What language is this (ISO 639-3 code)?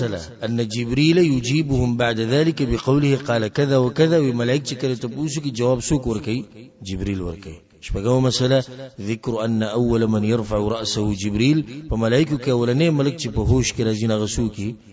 pus